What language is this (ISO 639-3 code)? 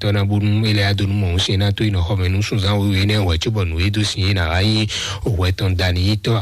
fon